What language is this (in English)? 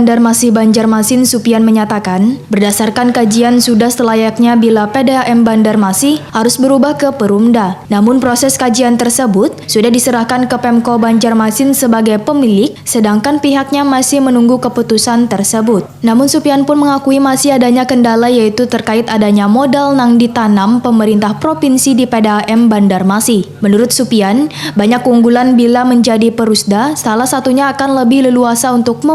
Banjar